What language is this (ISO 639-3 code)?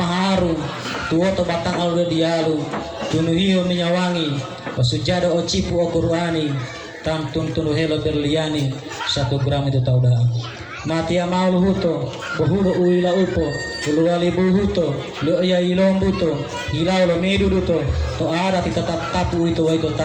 gor